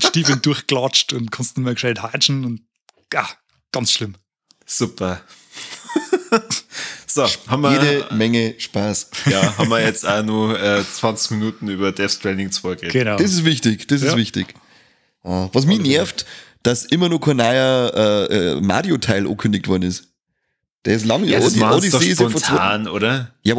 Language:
Bavarian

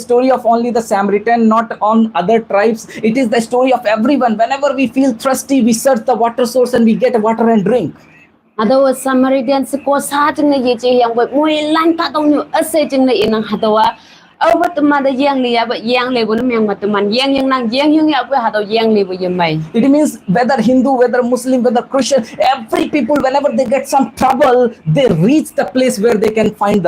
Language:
Konyak Naga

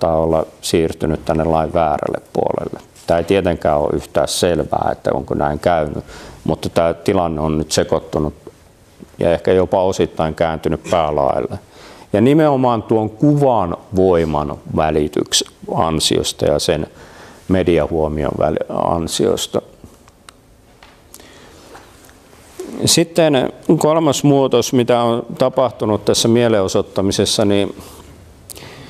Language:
Finnish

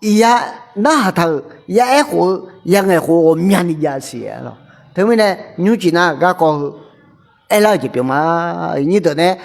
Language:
Akha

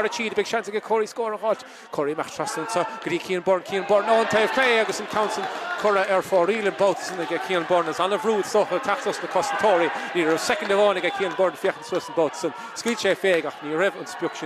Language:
Irish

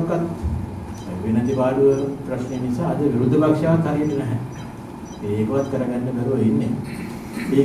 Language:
Sinhala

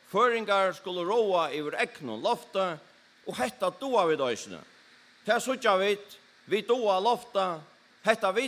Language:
Faroese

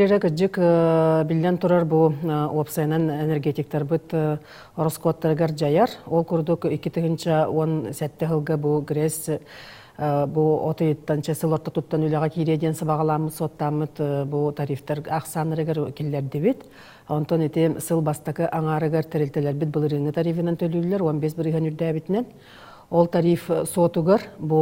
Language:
Yakut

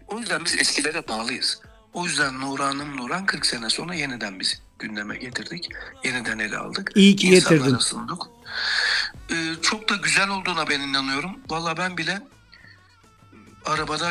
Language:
Turkish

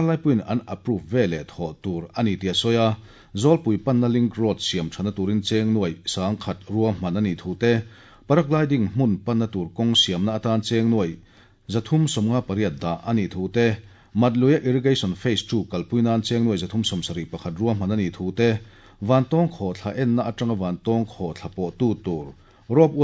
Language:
Mizo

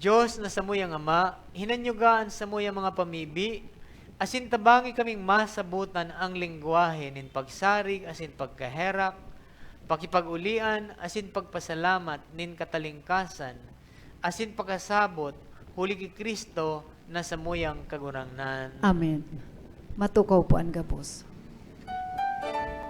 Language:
Bikol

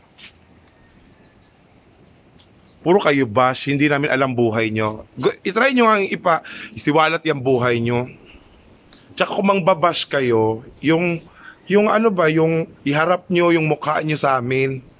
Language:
Filipino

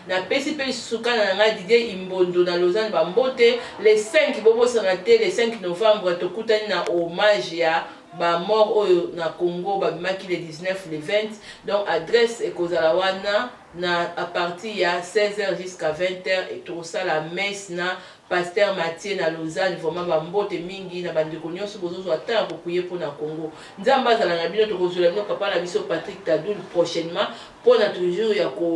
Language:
Lingala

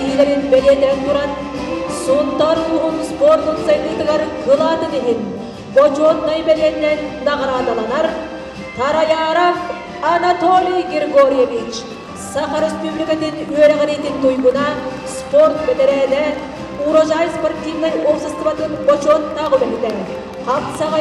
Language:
Yakut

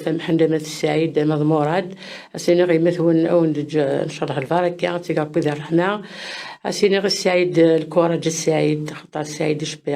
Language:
Kabyle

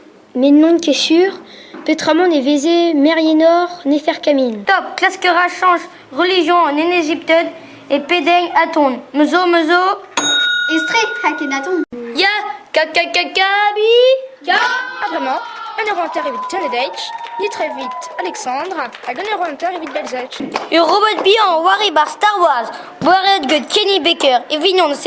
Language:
Breton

